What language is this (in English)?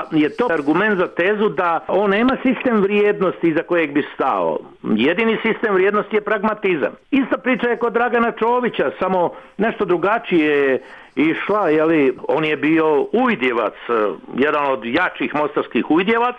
Bosnian